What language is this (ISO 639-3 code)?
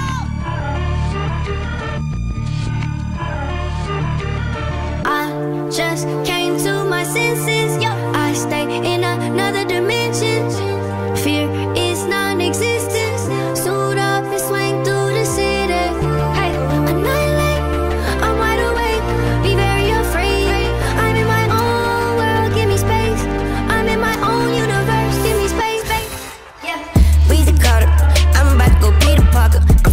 eng